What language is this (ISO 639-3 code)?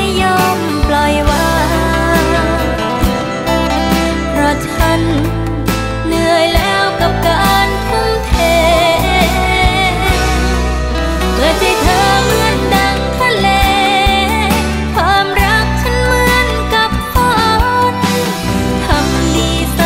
tha